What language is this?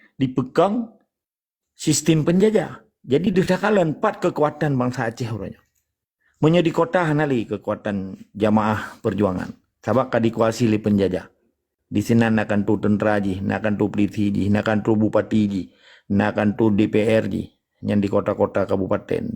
Achinese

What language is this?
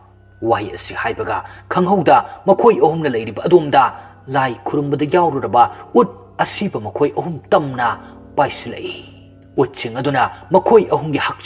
Manipuri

